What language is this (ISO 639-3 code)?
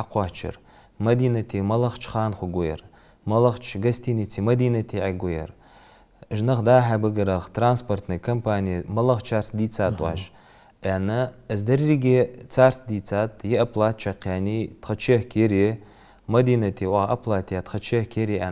inh